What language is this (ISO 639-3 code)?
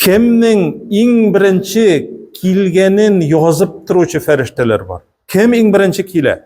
tat